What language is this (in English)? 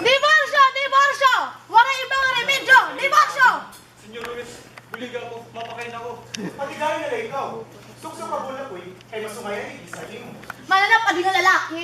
Waray